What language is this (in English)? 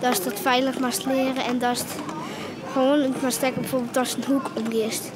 Western Frisian